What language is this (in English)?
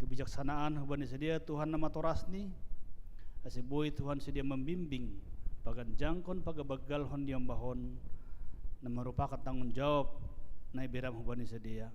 Batak Simalungun